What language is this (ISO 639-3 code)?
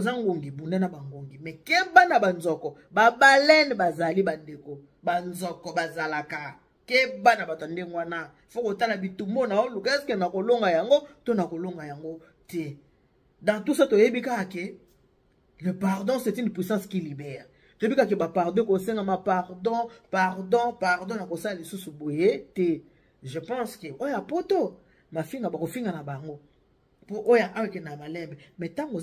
lin